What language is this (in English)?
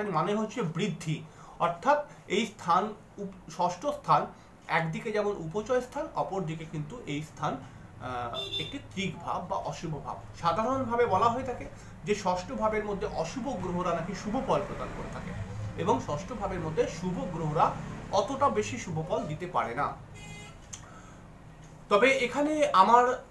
Bangla